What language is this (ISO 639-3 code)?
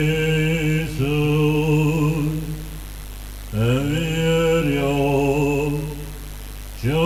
ron